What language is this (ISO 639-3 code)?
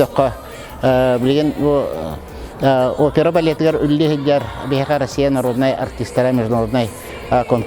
sah